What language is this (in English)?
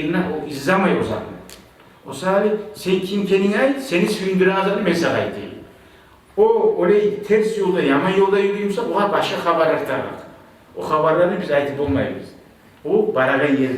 Kumyk